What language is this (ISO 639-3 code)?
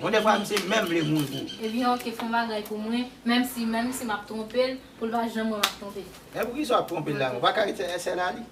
hat